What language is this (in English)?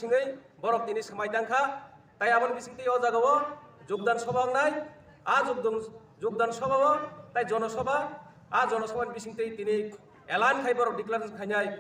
Kok Borok